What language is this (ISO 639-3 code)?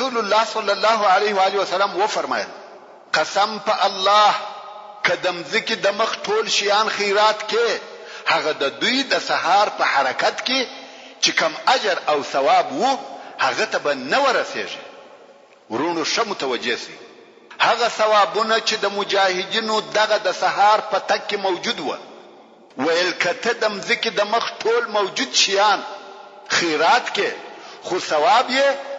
pus